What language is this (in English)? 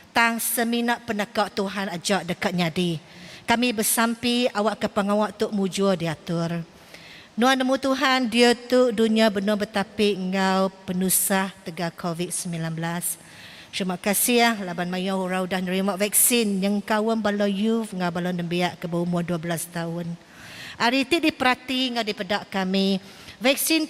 Iban